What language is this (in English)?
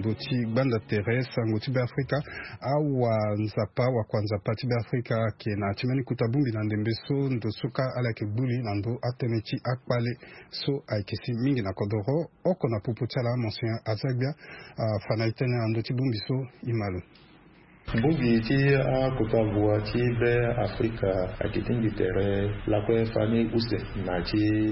Sango